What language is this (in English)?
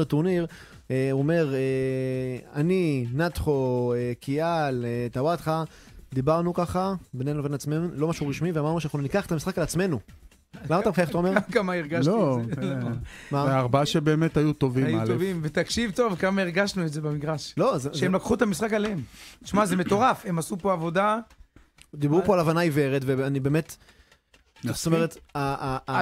Hebrew